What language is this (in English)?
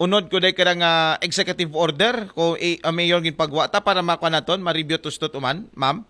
Aklanon